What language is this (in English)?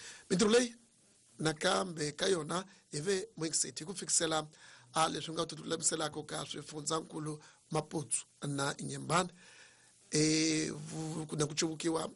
Tsonga